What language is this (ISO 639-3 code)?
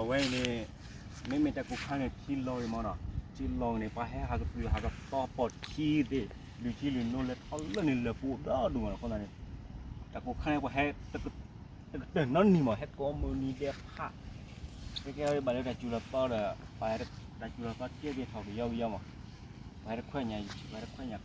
ksw